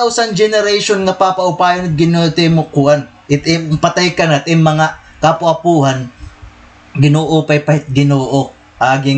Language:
Waray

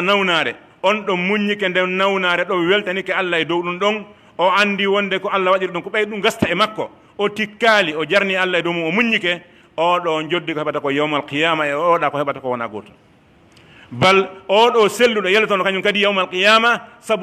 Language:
Pular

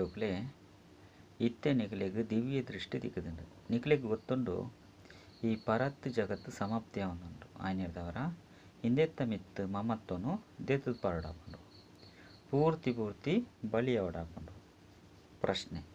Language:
Tulu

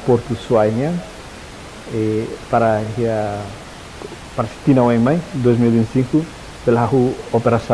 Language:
Tetum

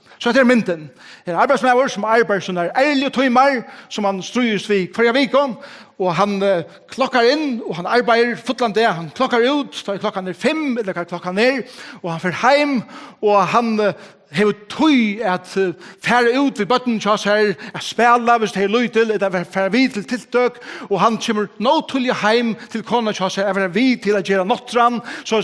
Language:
Faroese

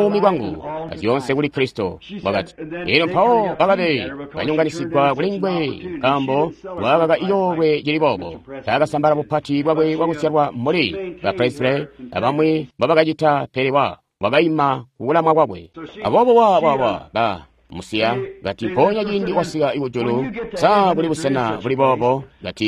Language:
Tonga (Zambia)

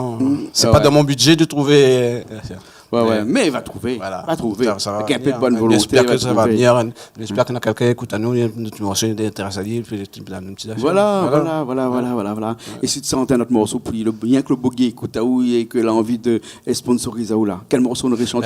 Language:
Réunion Creole French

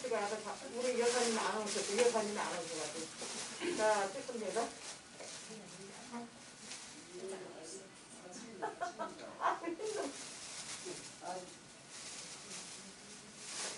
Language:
Korean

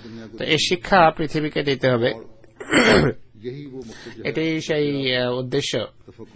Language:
Bangla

